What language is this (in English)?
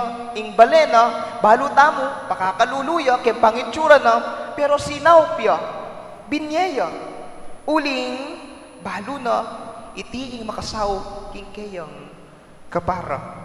Pampanga